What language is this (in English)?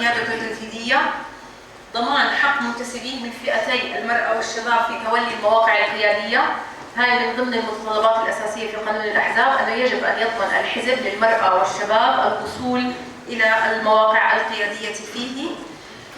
North Levantine Arabic